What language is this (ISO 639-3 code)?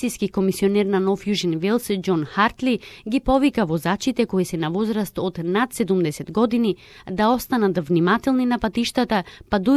mkd